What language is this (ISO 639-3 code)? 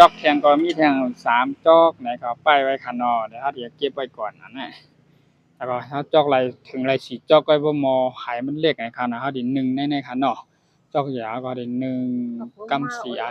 shn